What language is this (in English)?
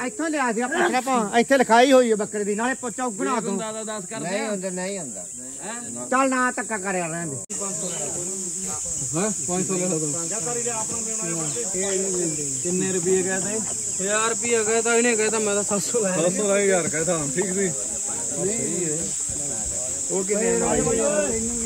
Punjabi